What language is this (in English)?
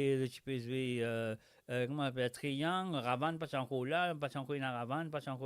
Morisyen